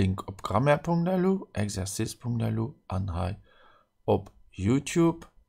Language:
Luxembourgish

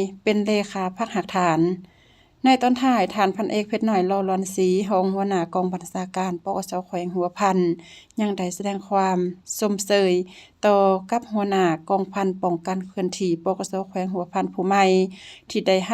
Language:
Lao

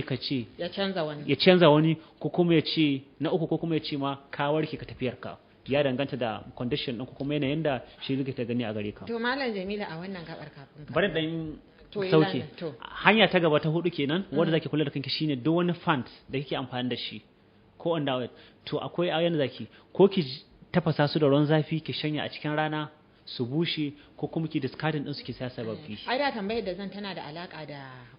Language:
Hausa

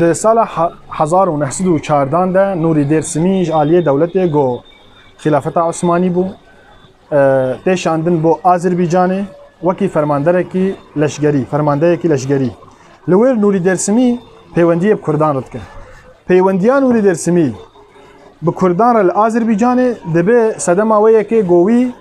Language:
Kurdish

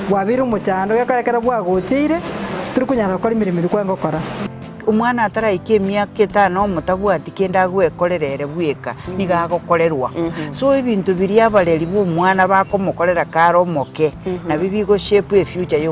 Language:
Gusii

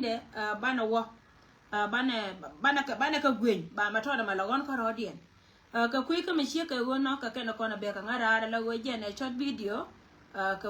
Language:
Nuer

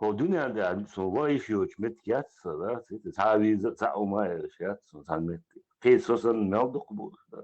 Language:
Chechen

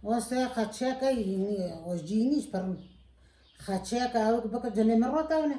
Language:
Kurdish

